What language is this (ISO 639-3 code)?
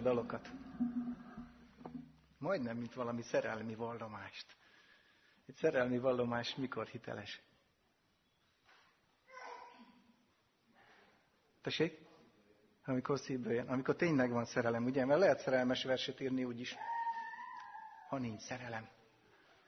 hun